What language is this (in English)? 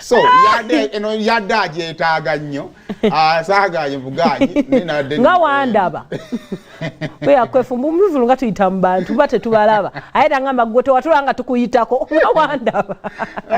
Ganda